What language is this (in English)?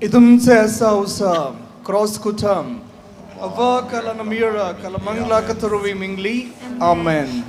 Tangkhul Naga (India)